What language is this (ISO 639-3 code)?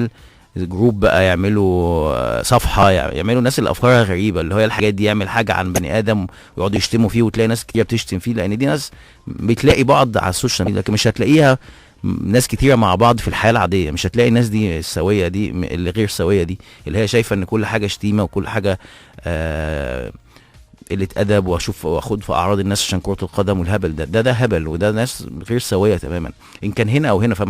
arz